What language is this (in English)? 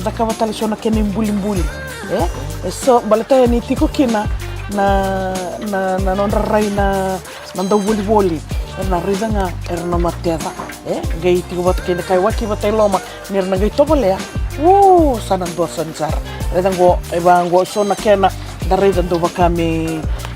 Fijian